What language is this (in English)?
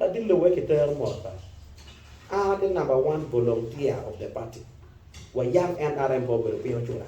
Acoli